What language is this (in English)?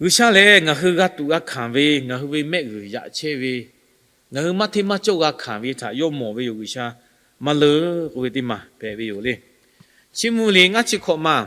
Lahu